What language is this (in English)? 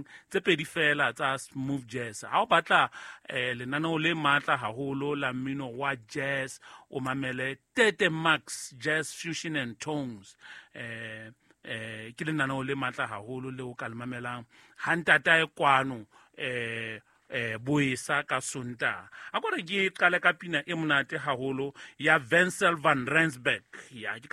Southern Sotho